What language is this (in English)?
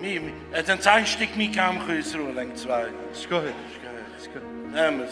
Yiddish